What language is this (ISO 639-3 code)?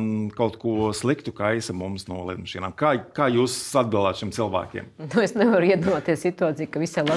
lav